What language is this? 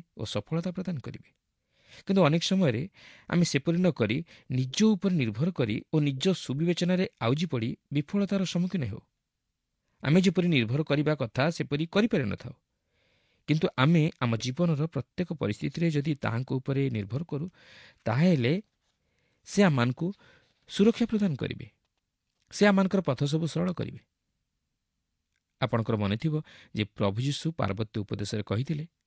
Odia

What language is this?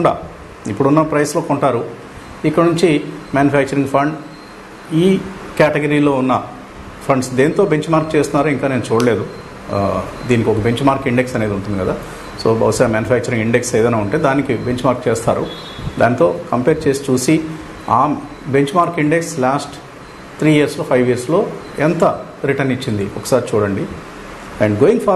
Telugu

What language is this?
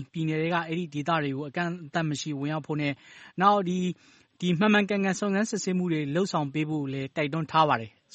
Burmese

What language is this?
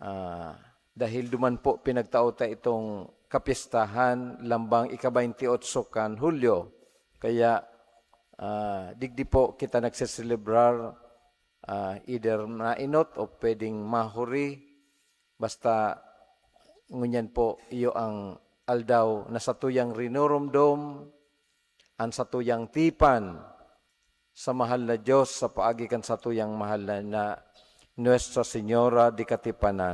Bikol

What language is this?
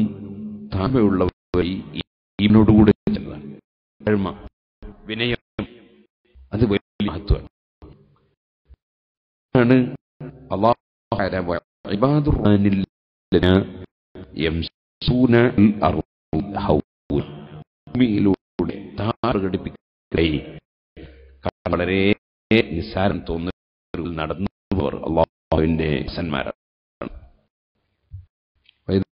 Malayalam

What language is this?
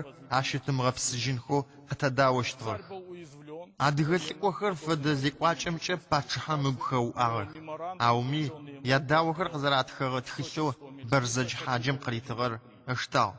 Adyghe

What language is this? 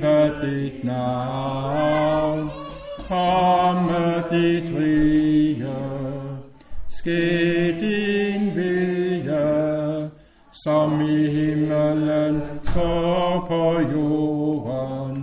Danish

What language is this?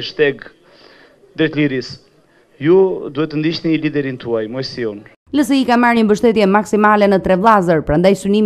Albanian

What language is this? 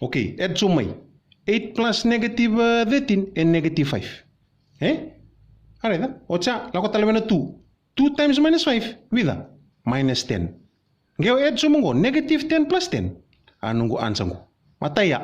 Fijian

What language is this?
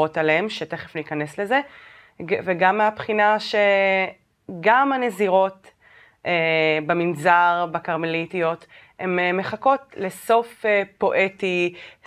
Hebrew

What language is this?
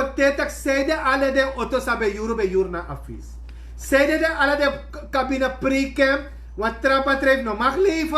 Sranan Tongo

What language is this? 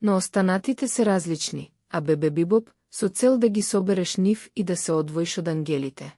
Macedonian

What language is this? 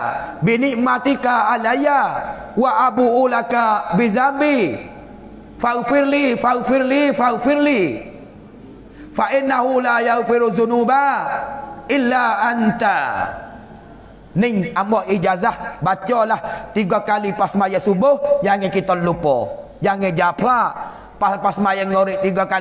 Pattani Malay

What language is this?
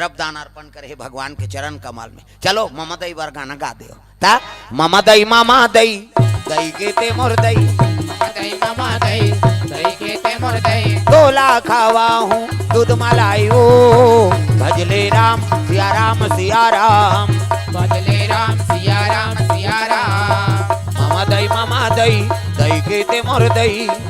Chhattisgarhi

